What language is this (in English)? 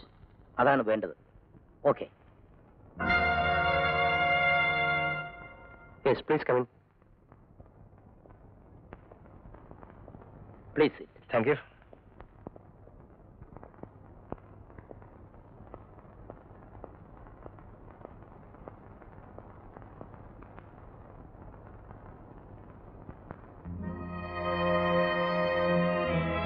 Malayalam